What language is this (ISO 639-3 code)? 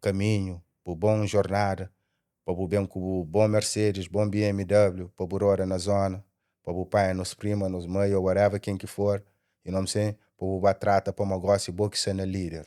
kea